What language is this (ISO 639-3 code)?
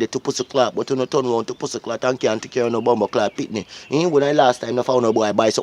jam